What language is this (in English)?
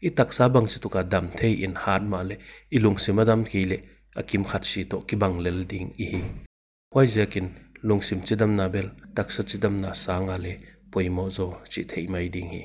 Paite Chin